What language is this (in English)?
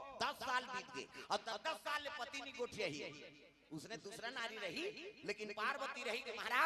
Chhattisgarhi